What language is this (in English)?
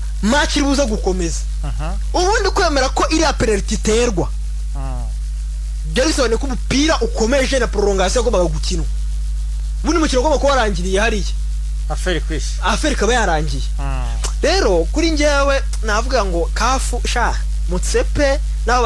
Kinyarwanda